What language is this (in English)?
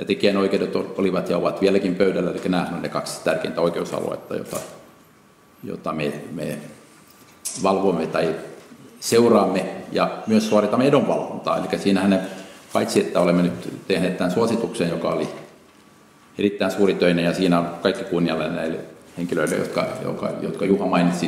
Finnish